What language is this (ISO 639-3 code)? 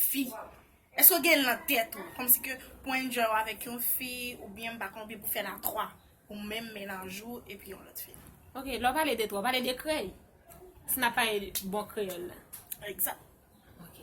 hat